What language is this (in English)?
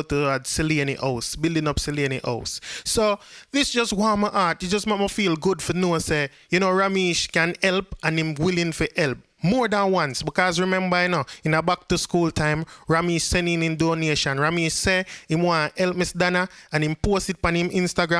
Jamaican Creole English